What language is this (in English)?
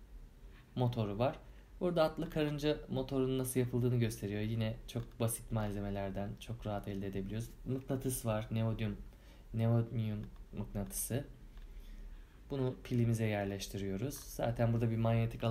Turkish